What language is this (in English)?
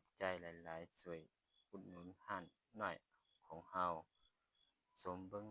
Lao